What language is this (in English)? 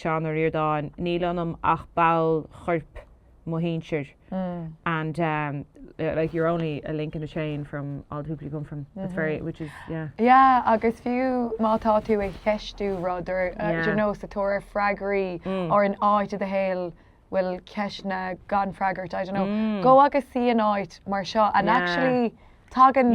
Irish